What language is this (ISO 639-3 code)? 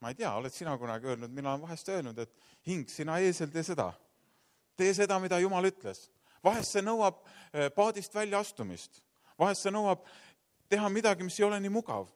est